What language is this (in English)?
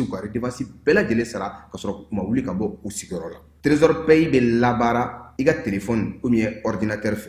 Bambara